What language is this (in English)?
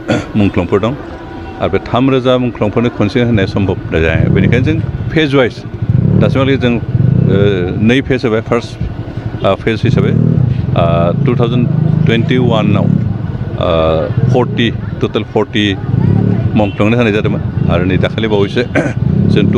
Bodo